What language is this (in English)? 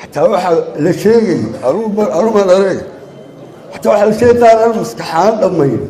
Somali